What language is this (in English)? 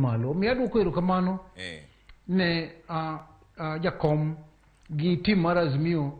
Luo (Kenya and Tanzania)